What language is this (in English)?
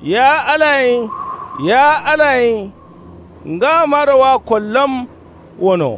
Kanuri